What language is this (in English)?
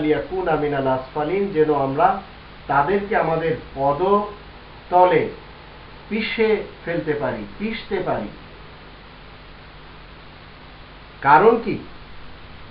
Bangla